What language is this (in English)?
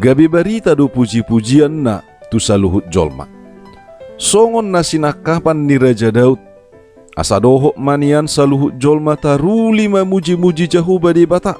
Batak Toba